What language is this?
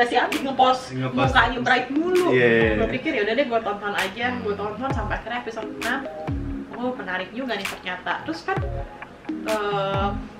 Indonesian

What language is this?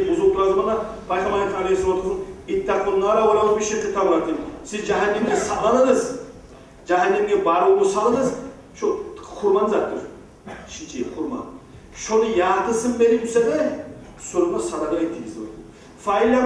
Kumyk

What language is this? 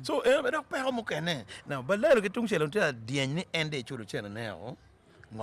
Acoli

